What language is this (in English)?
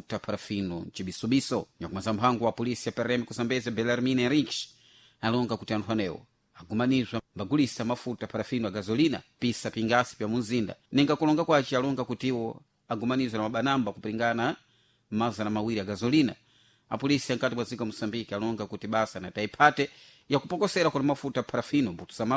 Sena